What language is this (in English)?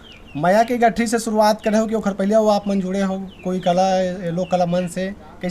Chhattisgarhi